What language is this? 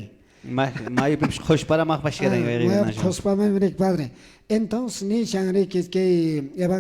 Quechua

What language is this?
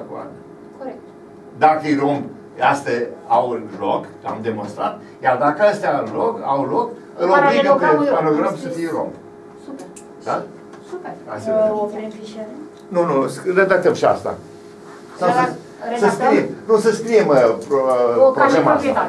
Romanian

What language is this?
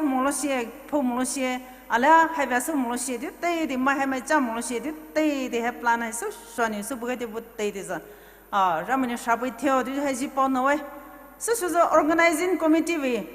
Poumei Naga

